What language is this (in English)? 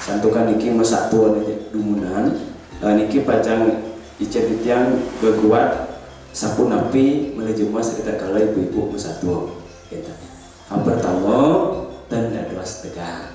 Balinese